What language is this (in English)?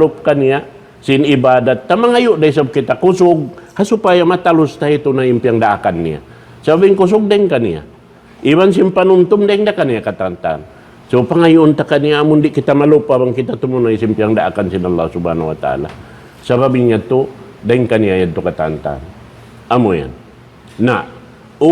Tausug